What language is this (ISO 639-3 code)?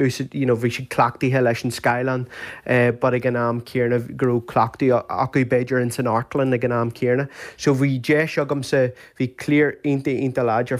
gle